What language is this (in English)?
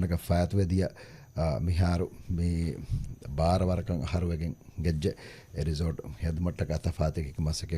Divehi